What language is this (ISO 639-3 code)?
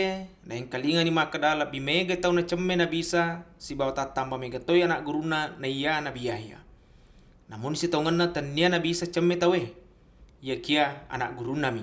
bug